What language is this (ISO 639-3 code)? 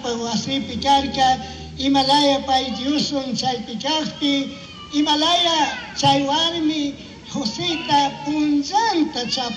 qug